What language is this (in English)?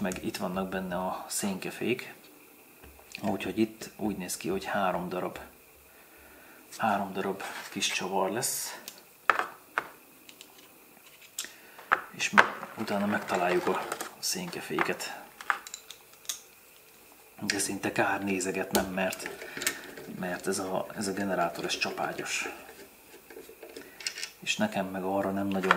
Hungarian